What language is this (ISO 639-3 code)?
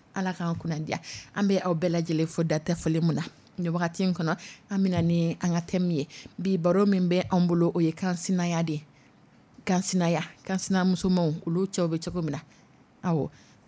dyu